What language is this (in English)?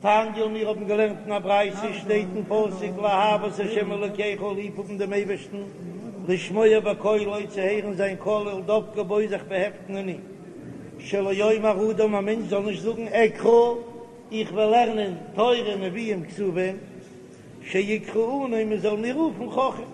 Yiddish